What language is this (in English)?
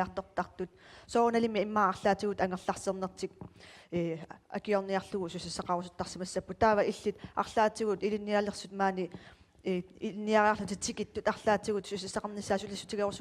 Kalaallisut